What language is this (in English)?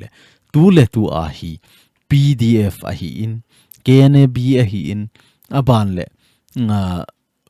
Thado Chin